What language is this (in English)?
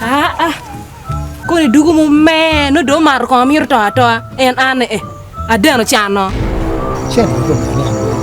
Acoli